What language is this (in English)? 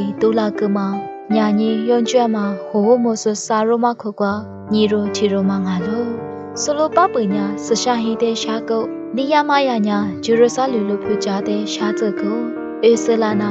Lisu